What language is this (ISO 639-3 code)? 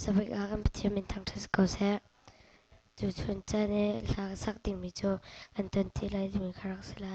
cnh